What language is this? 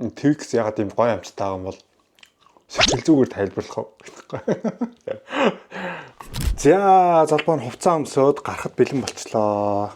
Mongolian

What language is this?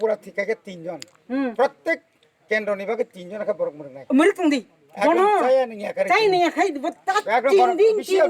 Kok Borok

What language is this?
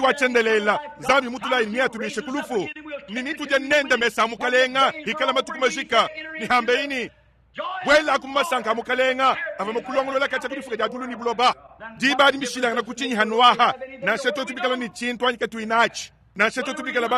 Luba-Lulua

